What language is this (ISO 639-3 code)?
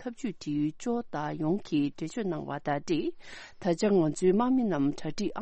bod